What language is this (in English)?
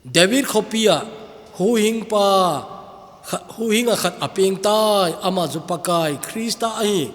Thado Chin